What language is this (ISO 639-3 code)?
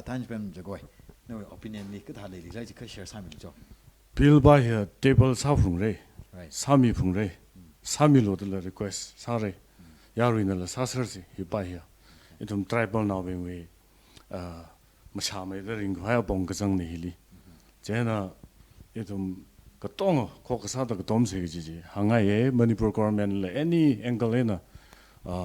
nmf